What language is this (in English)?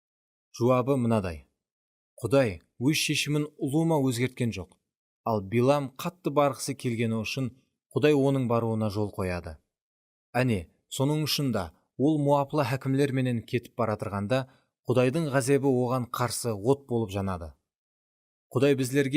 Kara-Kalpak